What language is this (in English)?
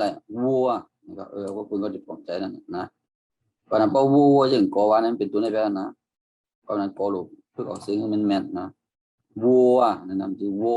Shan